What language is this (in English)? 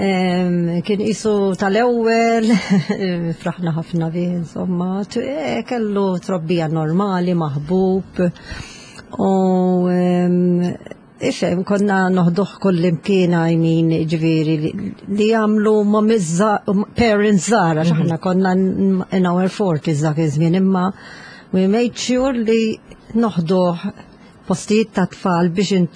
Maltese